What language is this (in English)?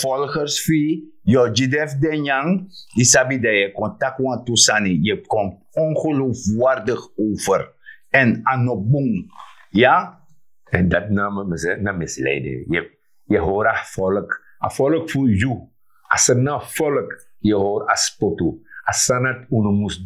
Sranan Tongo